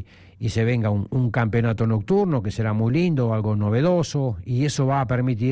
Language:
Spanish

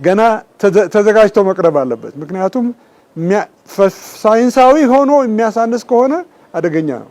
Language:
Amharic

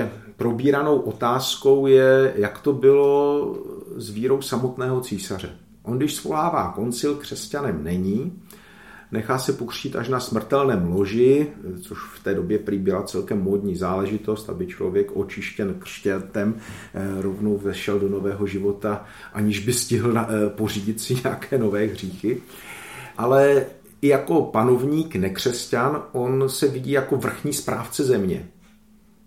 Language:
Czech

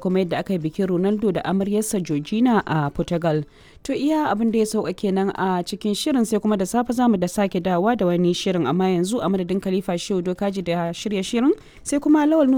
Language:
Hausa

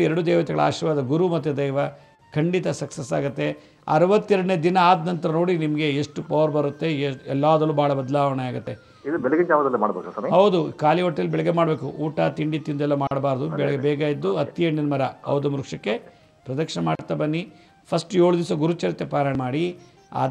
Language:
Kannada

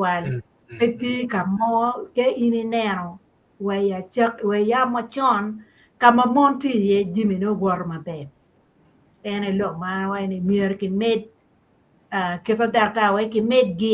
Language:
Acoli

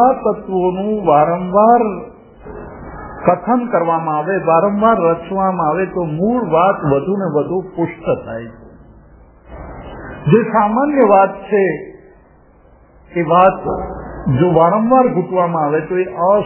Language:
Gujarati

